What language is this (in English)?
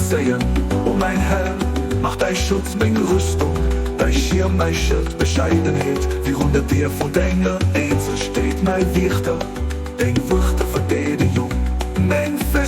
Luxembourgish